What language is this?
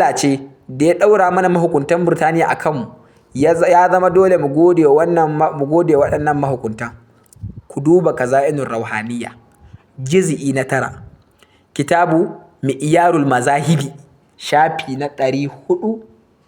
Hausa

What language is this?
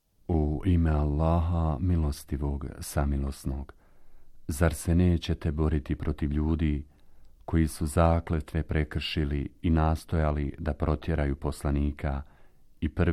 Bosnian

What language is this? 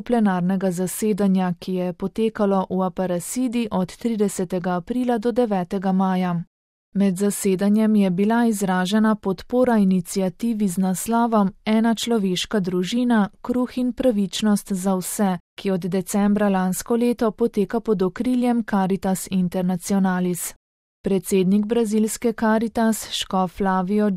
Slovenian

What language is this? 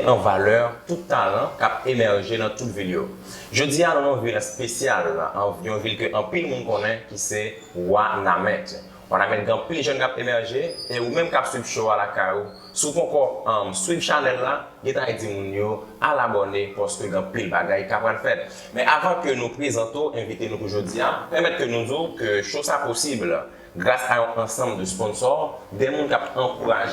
Haitian Creole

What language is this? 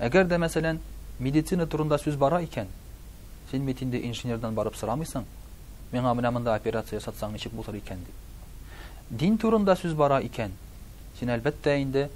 Tatar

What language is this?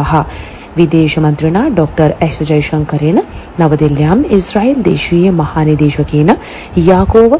Sanskrit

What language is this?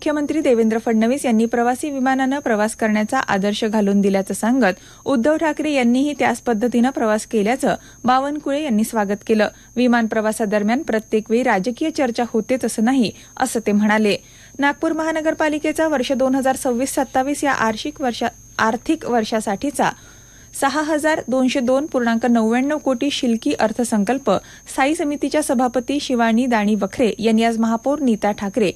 Marathi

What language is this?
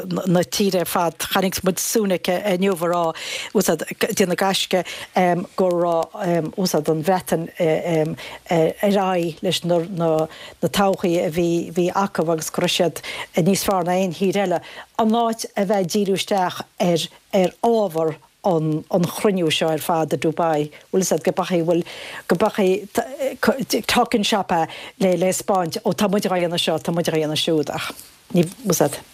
Irish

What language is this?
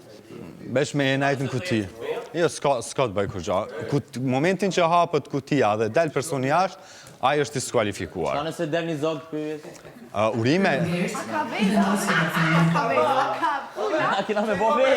Albanian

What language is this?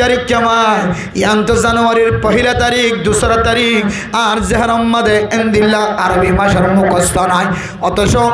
Rohingya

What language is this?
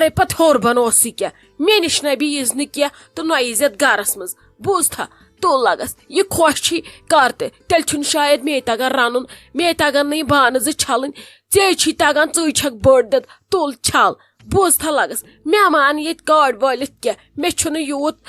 Kashmiri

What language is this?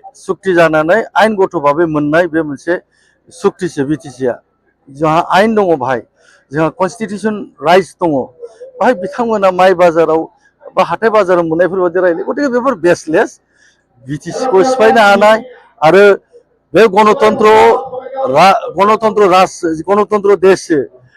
Bodo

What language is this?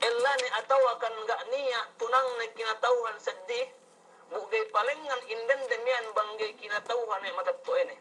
Yakan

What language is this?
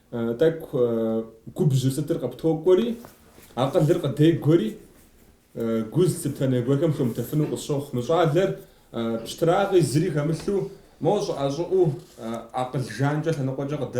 Kabardian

